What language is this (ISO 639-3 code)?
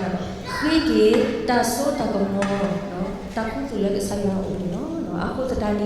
ksw